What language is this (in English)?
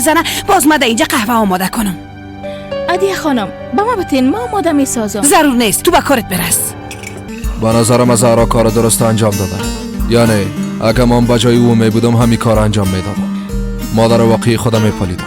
Persian